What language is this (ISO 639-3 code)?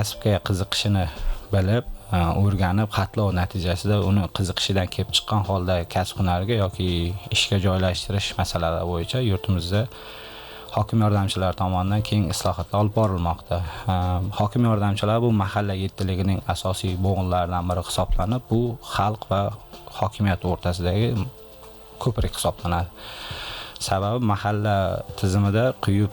uzb